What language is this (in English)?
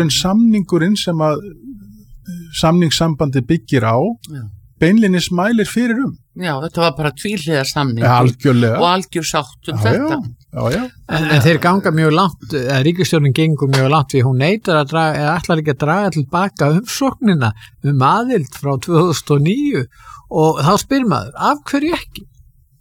Icelandic